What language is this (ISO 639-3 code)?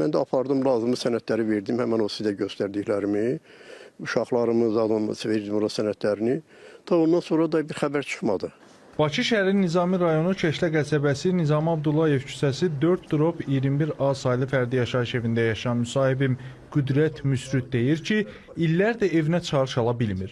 aze